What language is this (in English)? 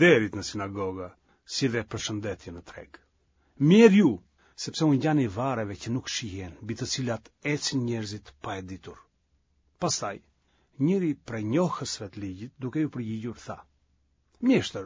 Albanian